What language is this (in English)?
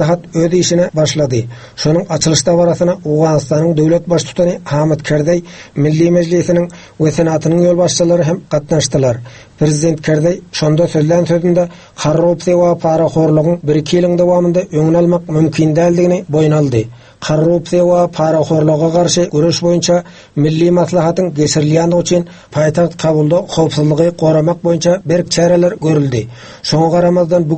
Turkmen